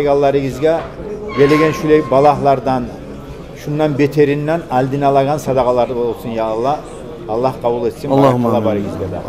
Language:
Kumyk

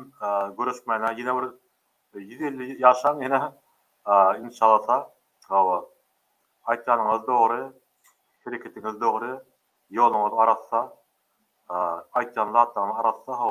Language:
Turkmen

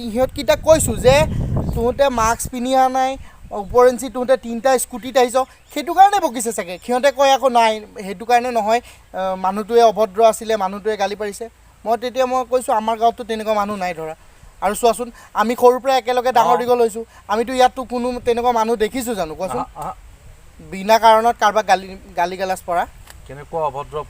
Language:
Assamese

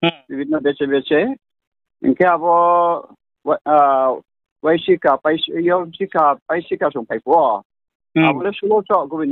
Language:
Riang (India)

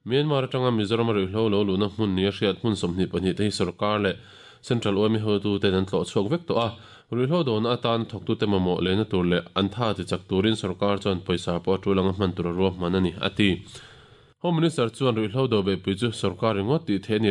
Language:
Mizo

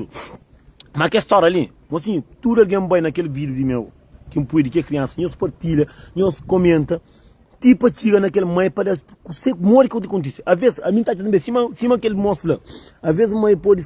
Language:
Kabuverdianu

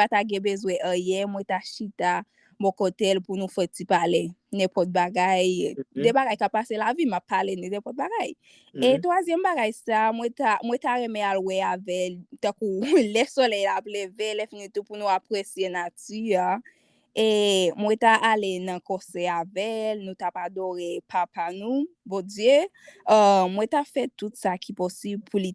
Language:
Haitian Creole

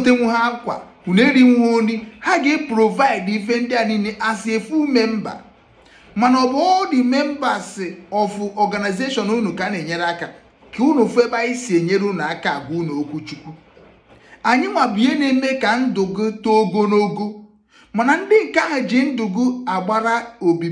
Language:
Igbo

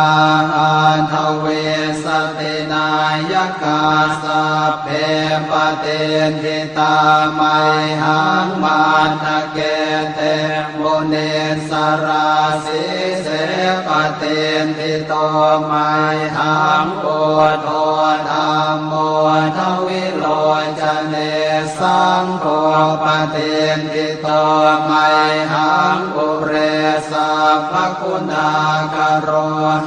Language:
Pali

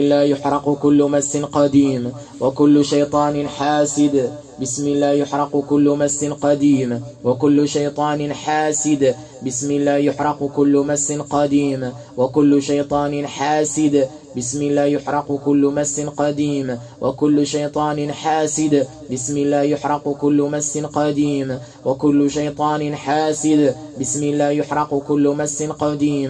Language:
Arabic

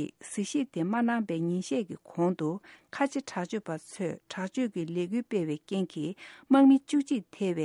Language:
Tibetan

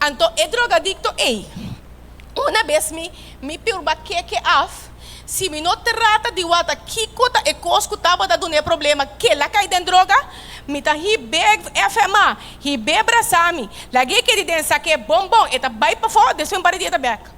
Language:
Papiamento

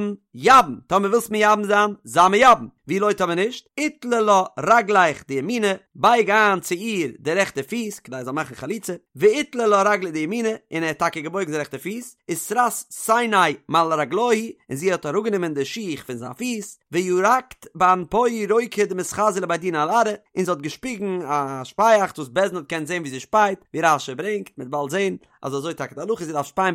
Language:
Yiddish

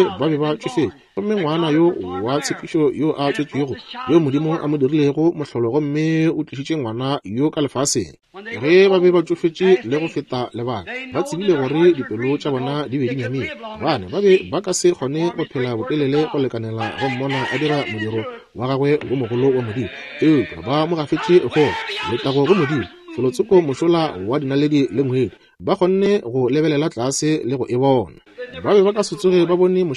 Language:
Northern Sotho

